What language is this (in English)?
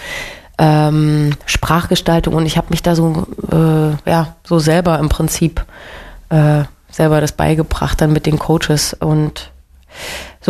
German